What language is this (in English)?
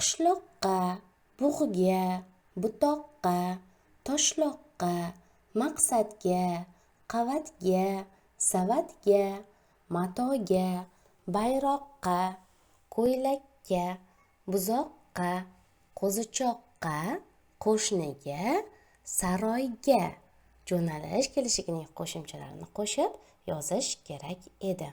Uzbek